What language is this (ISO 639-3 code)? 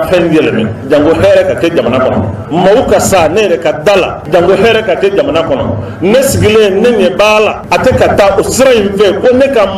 bam